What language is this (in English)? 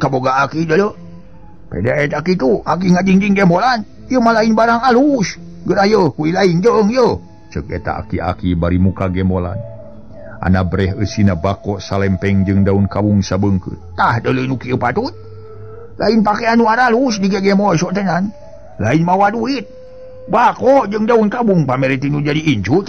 Sundanese